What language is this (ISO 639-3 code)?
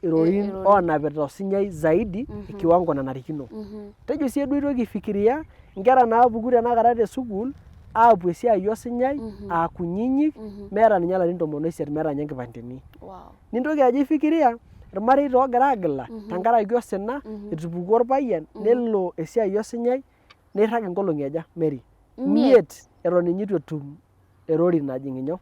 mas